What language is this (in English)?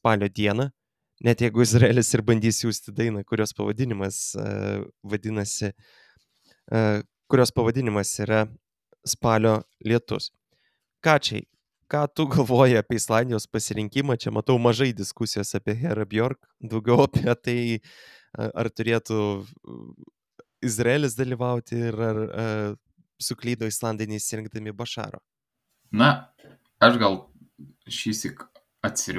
Lithuanian